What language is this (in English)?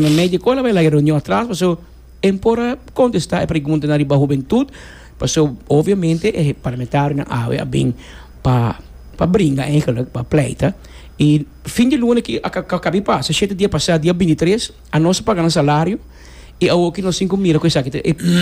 Papiamento